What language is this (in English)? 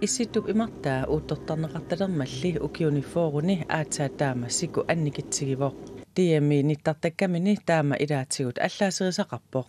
Kalaallisut